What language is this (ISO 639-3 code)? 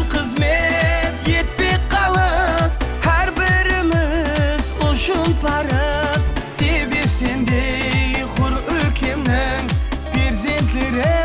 kaa